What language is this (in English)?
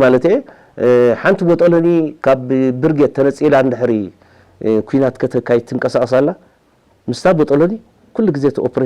Tigrinya